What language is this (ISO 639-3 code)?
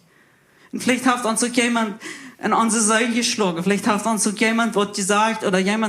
pdt